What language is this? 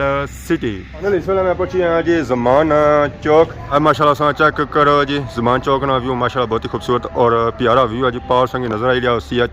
Pahari-Potwari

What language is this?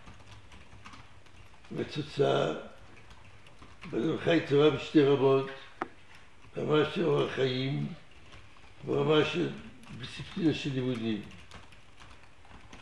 Hebrew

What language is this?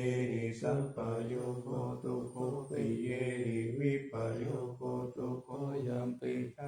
Pali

